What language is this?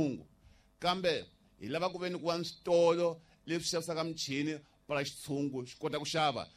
Tsonga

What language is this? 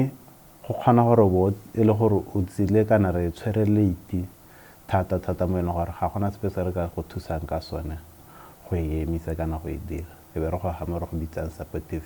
Tswana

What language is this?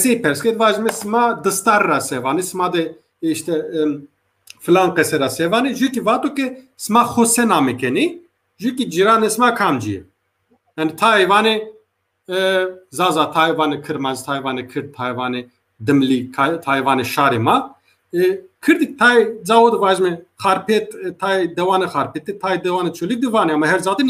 Zaza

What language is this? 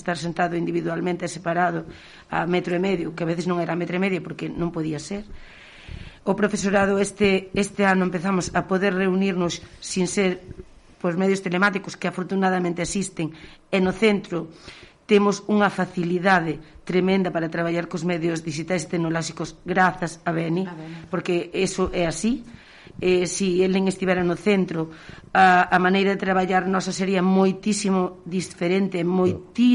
Galician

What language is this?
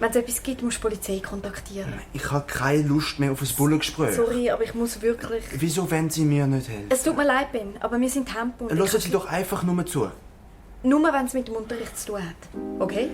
Swiss German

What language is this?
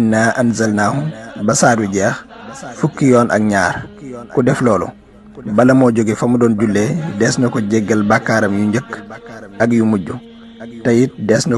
Wolof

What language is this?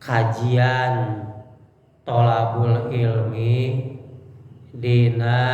Sundanese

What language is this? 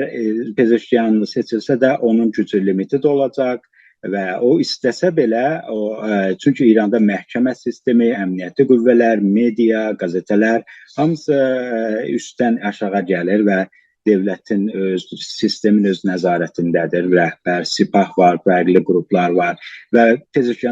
South Azerbaijani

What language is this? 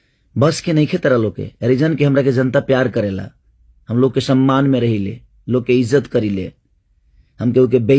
Bhojpuri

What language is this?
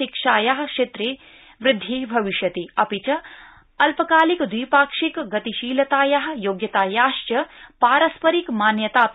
Sanskrit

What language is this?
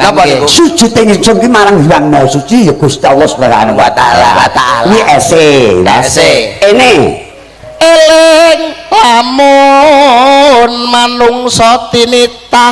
Javanese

